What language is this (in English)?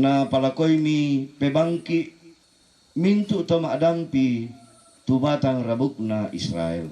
Toraja-Sa'dan